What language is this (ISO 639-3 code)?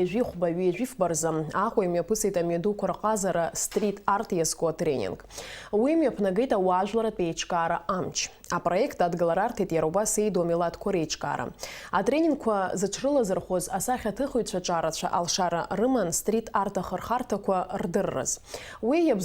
abk